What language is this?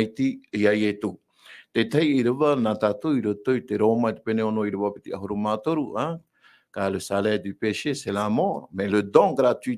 Tahitian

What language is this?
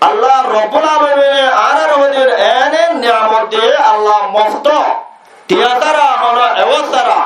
Rohingya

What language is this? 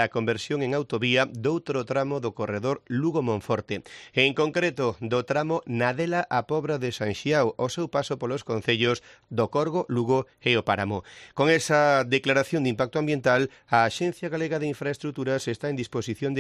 Galician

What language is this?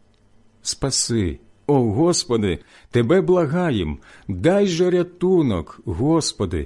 Ukrainian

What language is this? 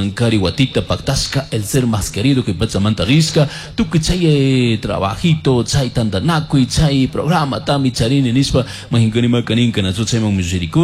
Chimborazo Highland Quichua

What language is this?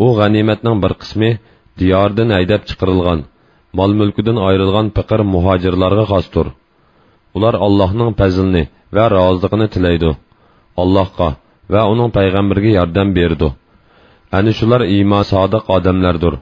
Uyghur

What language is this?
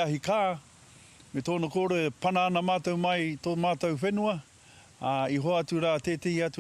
Māori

